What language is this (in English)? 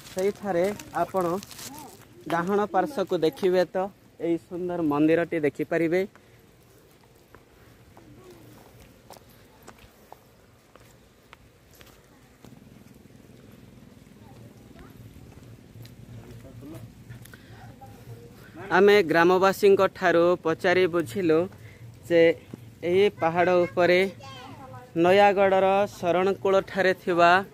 Odia